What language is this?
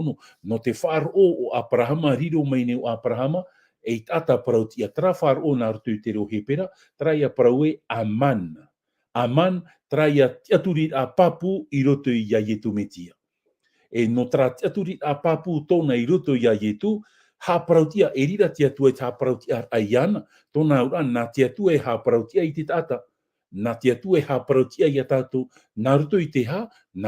Tahitian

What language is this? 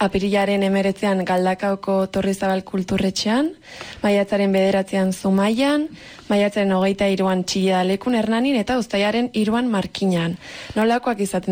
Basque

